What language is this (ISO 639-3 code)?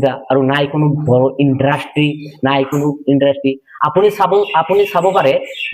asm